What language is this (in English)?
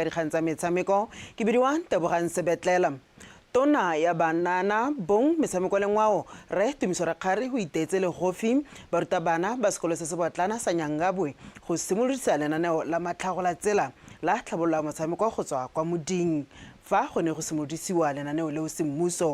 Tswana